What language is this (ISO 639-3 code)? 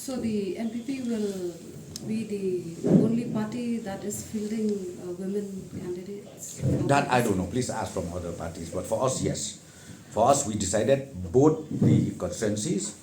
kha